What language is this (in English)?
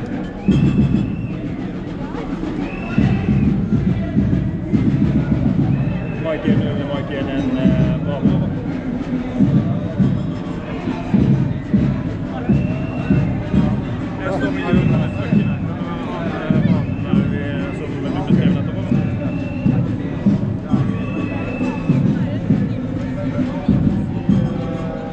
Norwegian